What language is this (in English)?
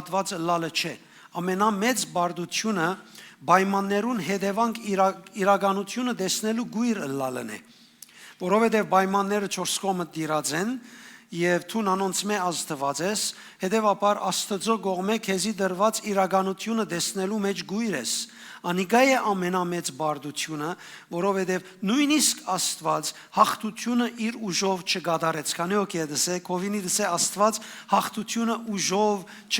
Western Armenian